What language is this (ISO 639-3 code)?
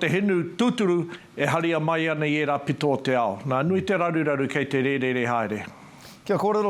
mri